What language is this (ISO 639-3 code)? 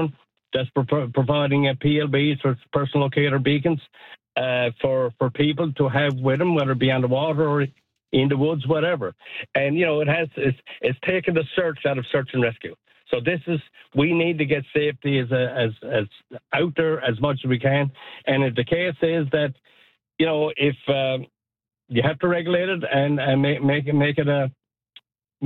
eng